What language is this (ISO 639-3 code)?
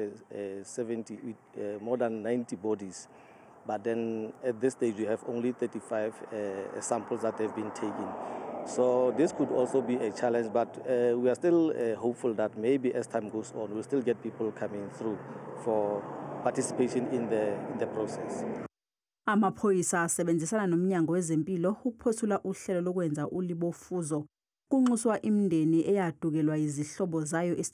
zul